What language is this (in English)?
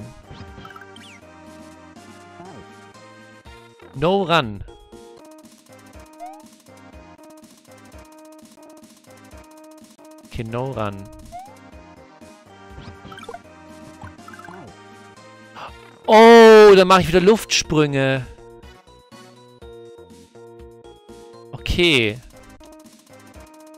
German